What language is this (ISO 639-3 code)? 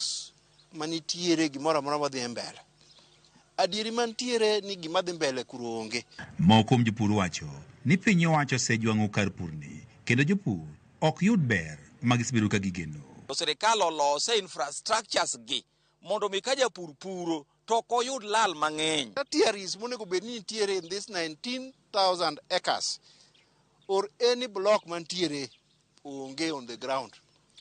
luo